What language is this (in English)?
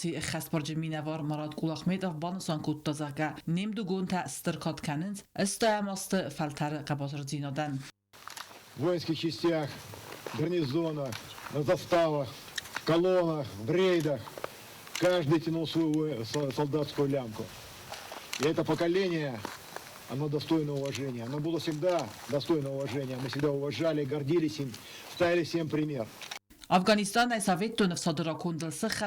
Ossetic